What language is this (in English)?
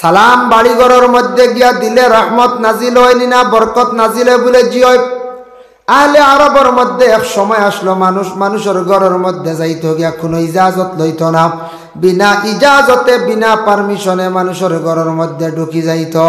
Sylheti